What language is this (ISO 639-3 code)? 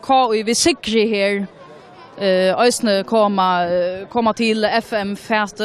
fao